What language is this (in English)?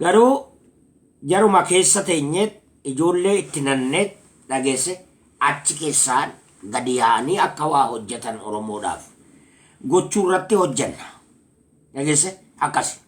Oromo